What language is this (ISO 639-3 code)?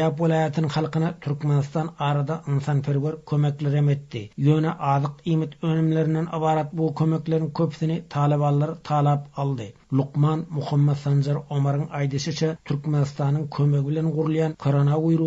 tuk